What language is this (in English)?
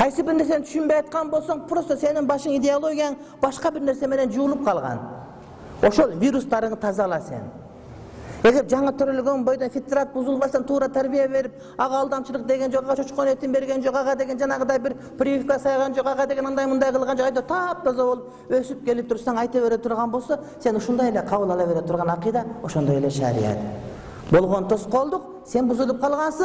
Kyrgyz